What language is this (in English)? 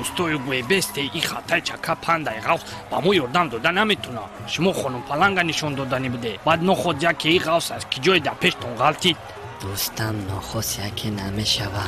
Tajik